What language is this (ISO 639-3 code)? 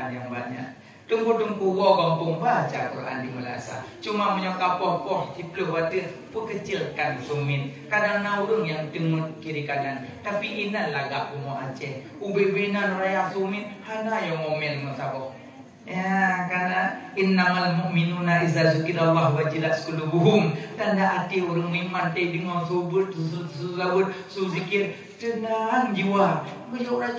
ace